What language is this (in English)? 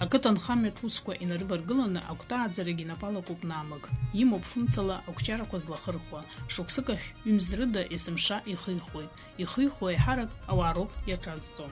Abkhazian